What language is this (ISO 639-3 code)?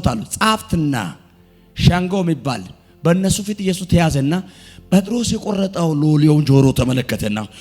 amh